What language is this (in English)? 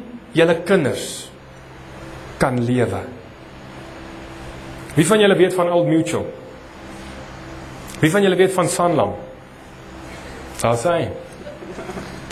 Afrikaans